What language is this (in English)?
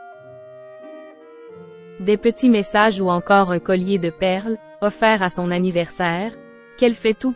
French